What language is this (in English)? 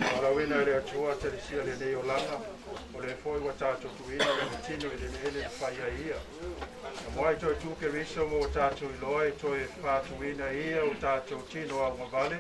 Samoan